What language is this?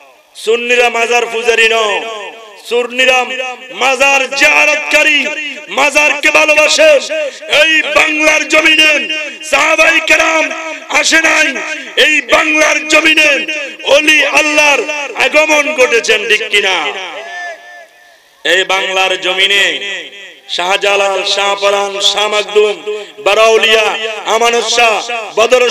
Bangla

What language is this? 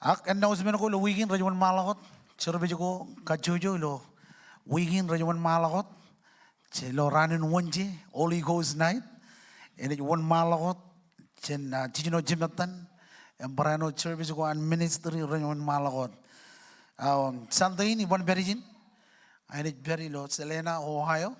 Marshallese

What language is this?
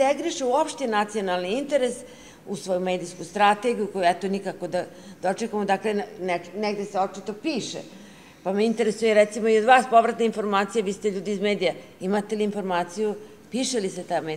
Serbian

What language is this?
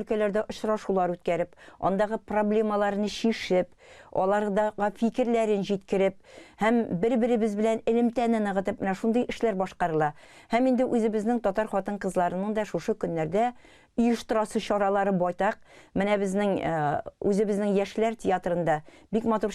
Tatar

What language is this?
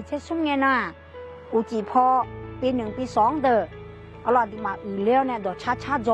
Akha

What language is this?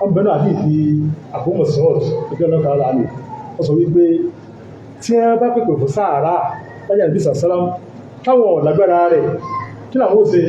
Yoruba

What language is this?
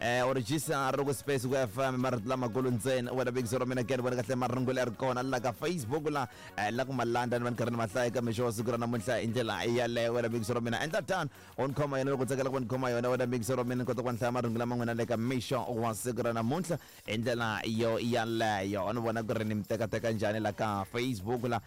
Tsonga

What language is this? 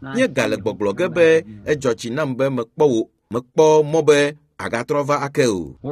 Ewe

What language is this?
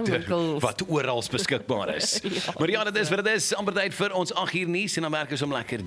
Afrikaans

